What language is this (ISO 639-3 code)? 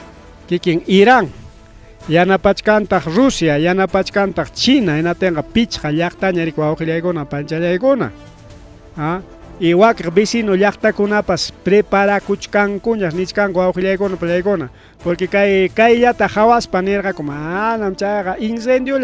quy